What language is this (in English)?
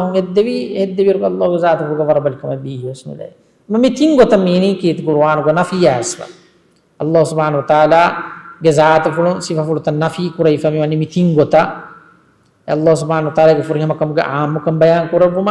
Divehi